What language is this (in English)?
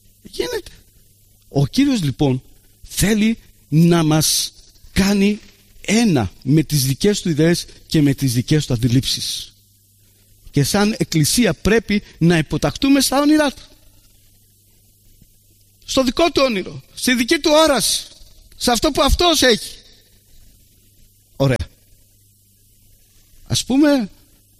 Greek